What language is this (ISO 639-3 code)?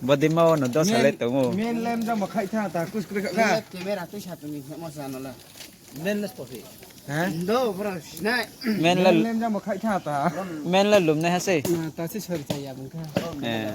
ria